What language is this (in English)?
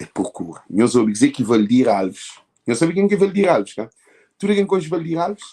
Kabuverdianu